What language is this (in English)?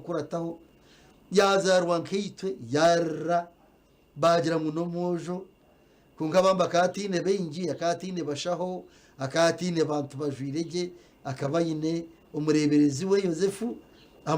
Nyankole